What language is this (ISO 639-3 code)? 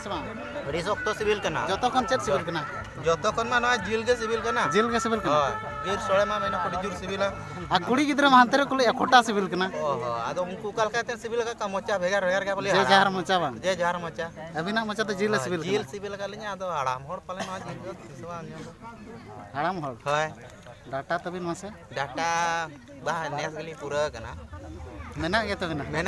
sat